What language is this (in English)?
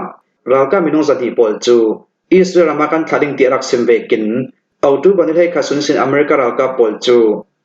Hakha Chin